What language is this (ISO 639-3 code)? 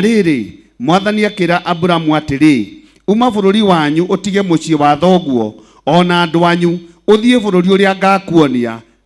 kik